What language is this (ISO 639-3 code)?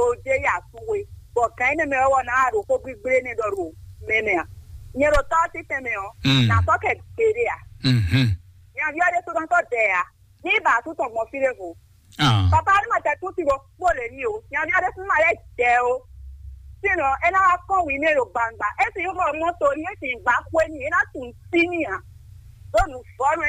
fon